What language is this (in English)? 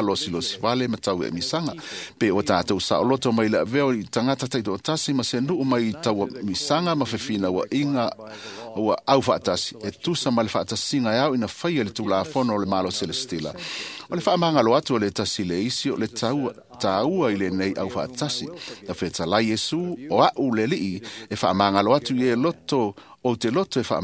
Samoan